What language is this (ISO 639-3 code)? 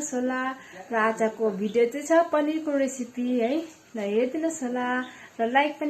nep